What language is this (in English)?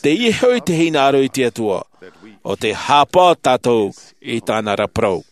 Tahitian